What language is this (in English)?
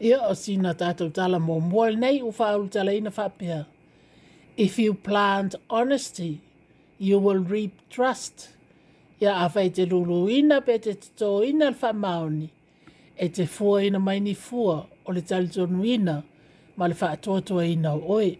Samoan